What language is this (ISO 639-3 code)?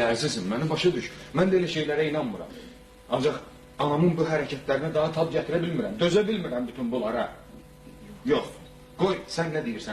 aze